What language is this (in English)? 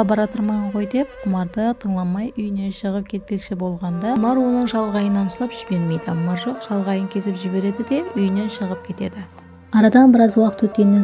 Kara-Kalpak